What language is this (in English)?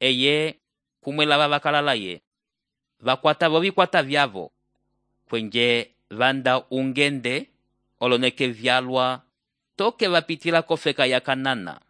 Umbundu